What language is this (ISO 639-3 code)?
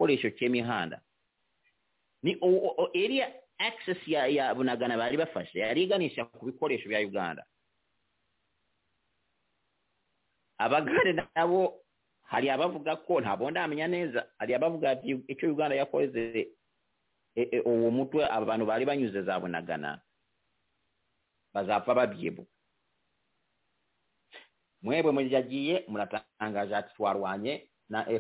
kin